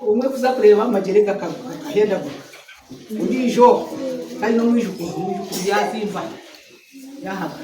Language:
Nyankole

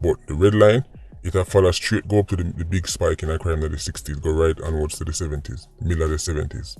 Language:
Jamaican Creole English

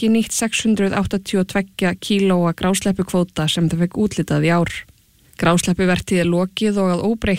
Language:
Icelandic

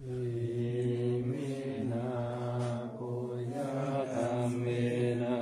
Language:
Pali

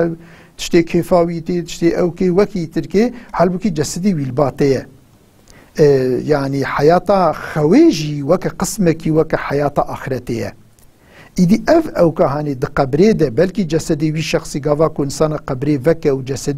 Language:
Kurdish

